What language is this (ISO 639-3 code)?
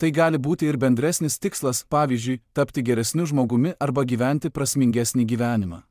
lit